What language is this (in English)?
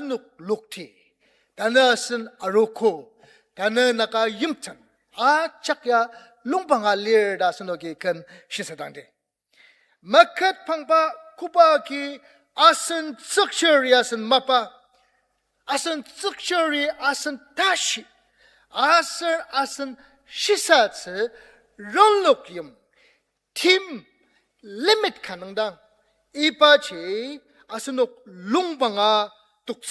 Ao Naga